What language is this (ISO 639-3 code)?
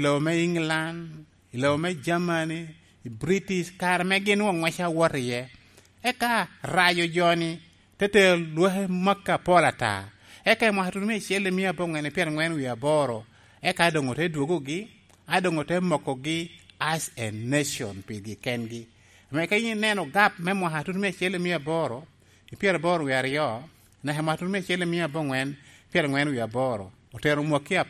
laj